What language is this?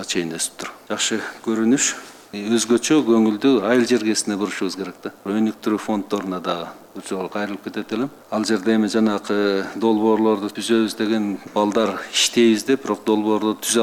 Kyrgyz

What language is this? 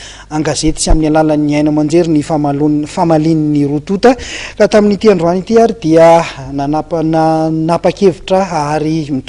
Malagasy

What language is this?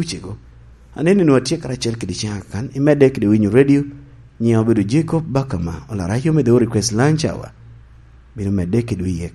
Lango (Uganda)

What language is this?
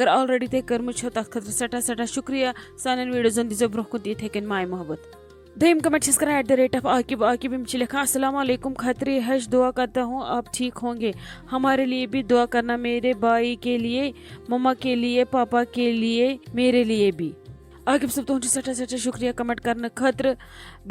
Kashmiri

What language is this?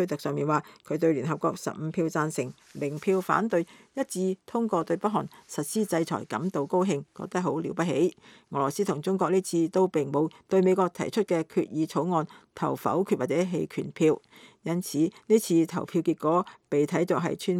Cantonese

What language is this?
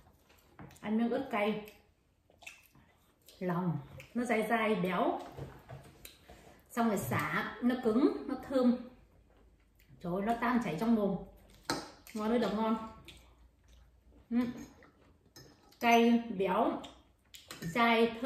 Vietnamese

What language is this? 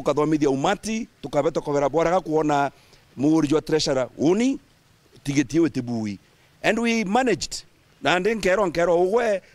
Meru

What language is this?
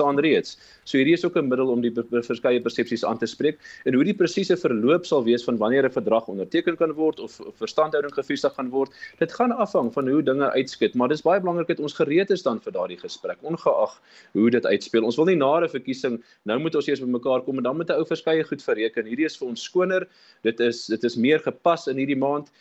Afrikaans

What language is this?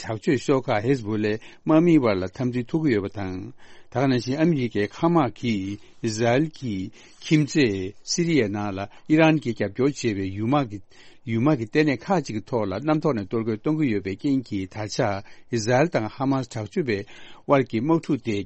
Tibetan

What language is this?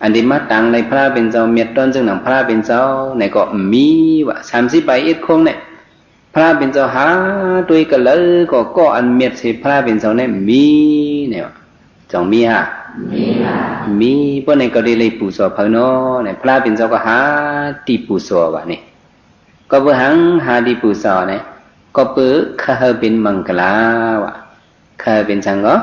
Shan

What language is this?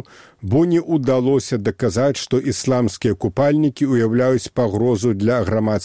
Belarusian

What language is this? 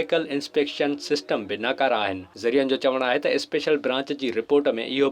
Sindhi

